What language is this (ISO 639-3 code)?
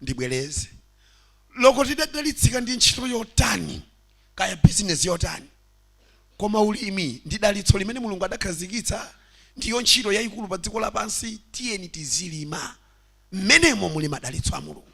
nya